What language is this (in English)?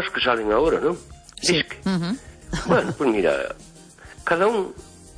Galician